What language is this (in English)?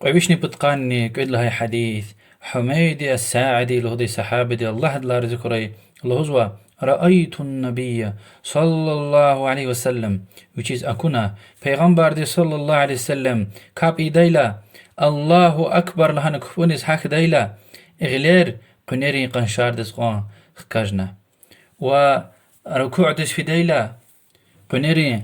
Lezghian